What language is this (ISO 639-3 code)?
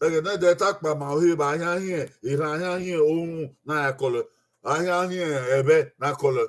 bin